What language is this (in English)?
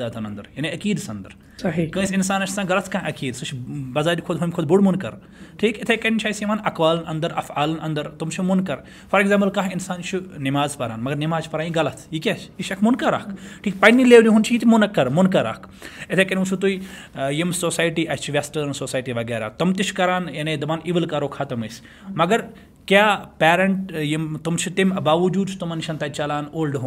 Kashmiri